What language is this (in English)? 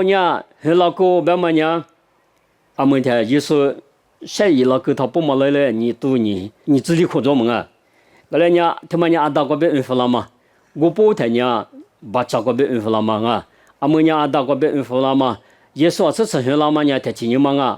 Lisu